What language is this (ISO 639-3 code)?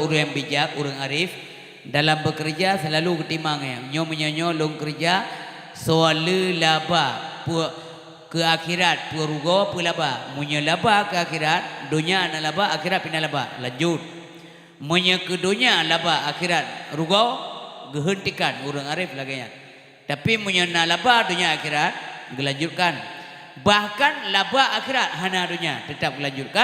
ace